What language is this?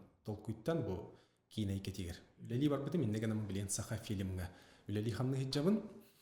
Yakut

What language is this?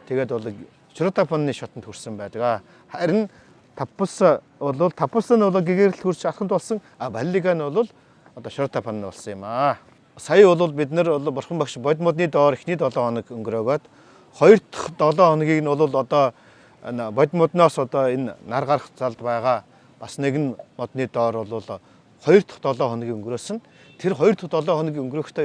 Mongolian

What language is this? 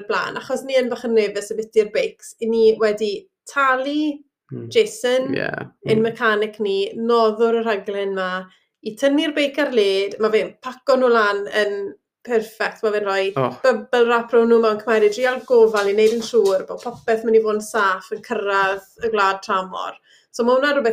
Welsh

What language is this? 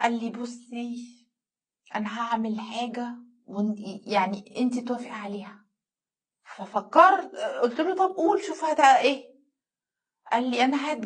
Egyptian Arabic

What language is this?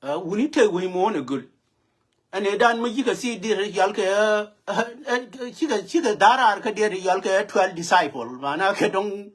Nuer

